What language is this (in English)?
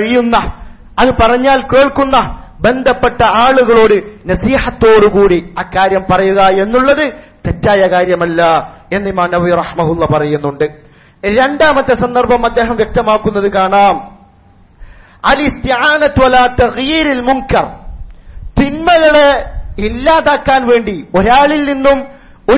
Malayalam